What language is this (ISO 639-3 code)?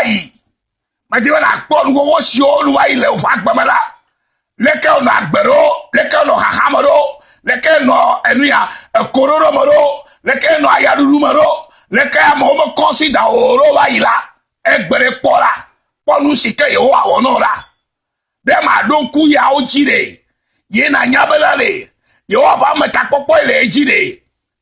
ewe